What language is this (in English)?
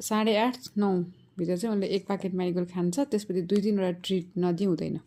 Nepali